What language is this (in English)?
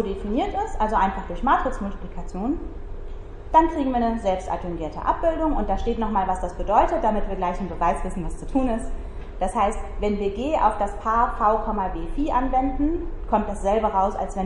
German